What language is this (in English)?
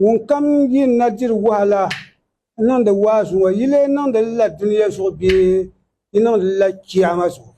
Dagbani